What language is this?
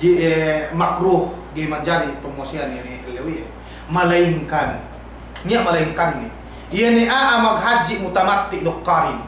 Yakan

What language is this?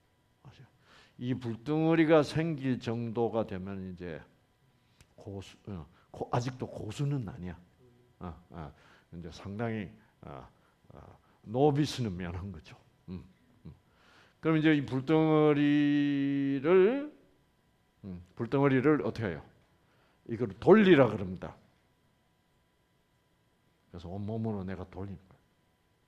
Korean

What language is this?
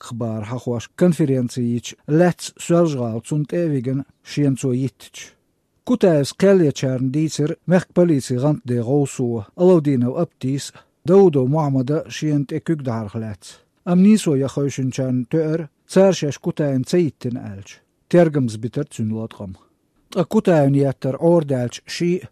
Chechen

